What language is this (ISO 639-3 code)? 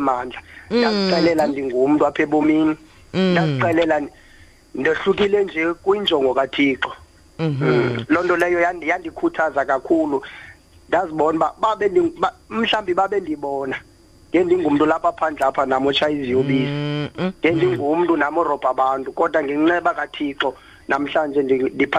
xho